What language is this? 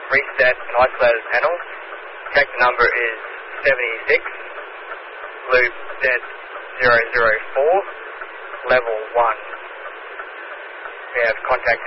English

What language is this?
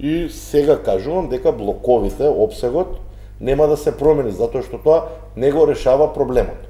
Macedonian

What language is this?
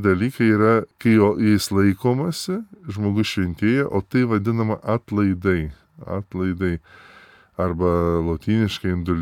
Lithuanian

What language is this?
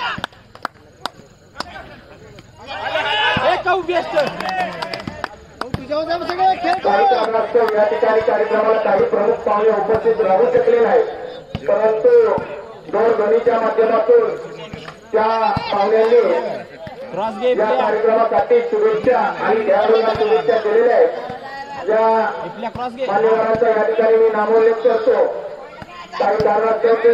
Marathi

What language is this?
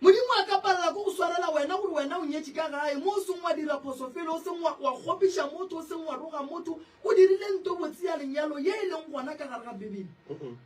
Northern Sotho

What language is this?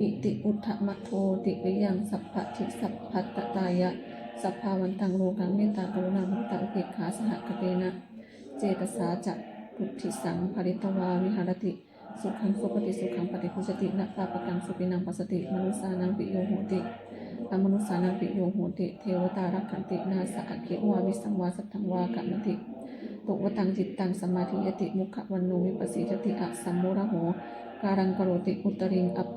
Pali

